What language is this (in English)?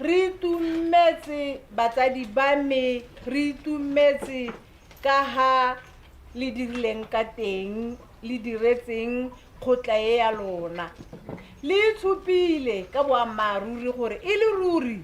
Tswana